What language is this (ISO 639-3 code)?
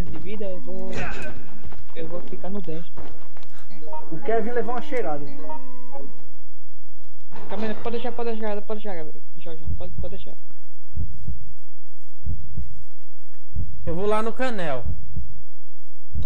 por